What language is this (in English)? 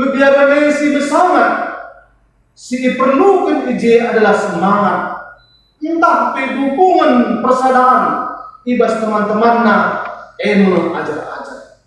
Batak Karo